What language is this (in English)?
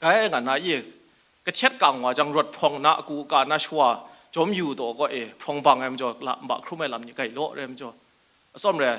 Kachin